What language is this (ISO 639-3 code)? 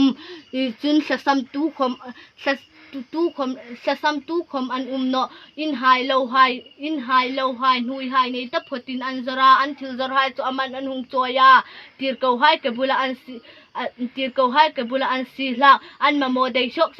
hmr